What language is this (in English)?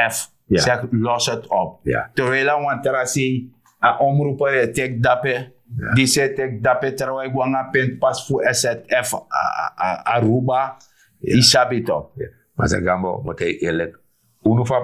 Sranan Tongo